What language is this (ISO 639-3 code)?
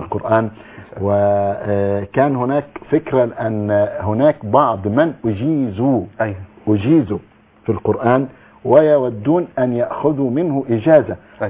ara